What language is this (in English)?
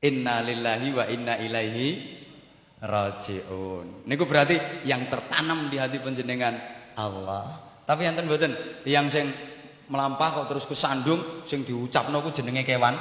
Javanese